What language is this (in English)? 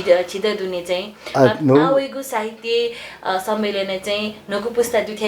Newari